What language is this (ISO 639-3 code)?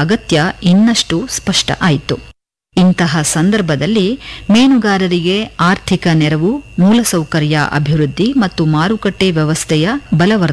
kan